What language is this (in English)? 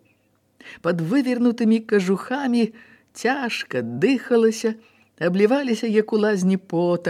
Belarusian